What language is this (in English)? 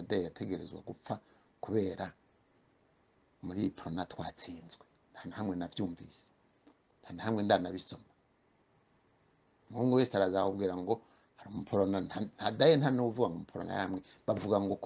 Rundi